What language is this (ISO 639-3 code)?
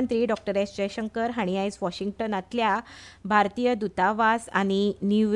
kok